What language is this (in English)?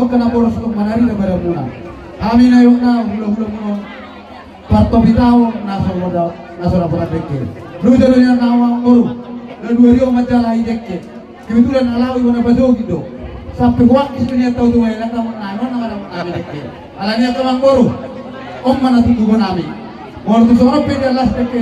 Batak Toba